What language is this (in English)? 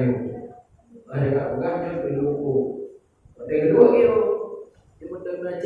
Achinese